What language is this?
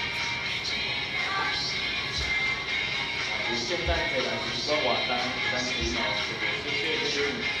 Min Nan Chinese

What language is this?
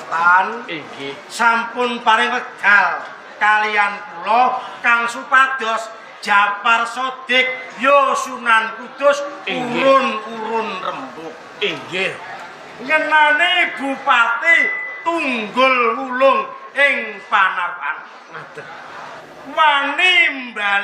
Javanese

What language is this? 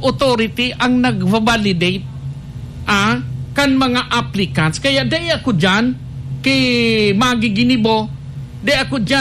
Bikol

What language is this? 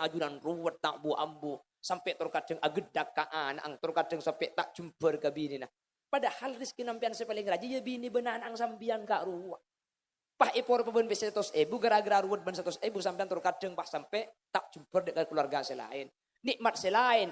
Madurese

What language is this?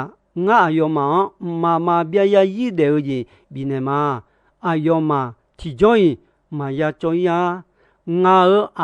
Akha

